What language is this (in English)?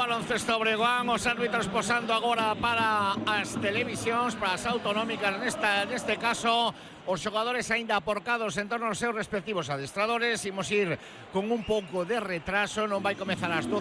Galician